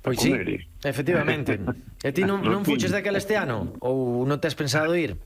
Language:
Galician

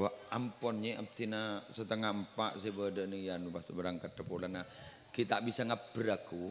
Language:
Madurese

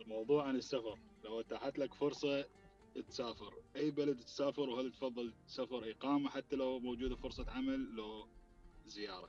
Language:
Mesopotamian Arabic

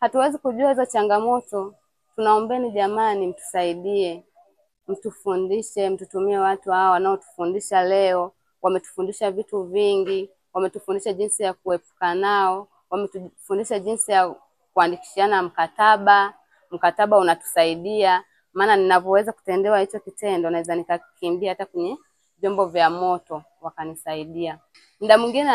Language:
Swahili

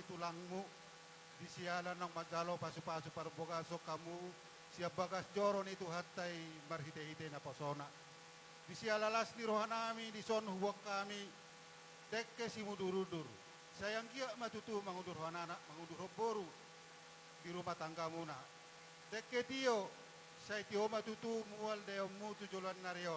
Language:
Batak Toba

